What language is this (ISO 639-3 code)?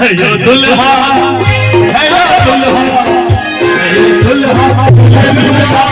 mai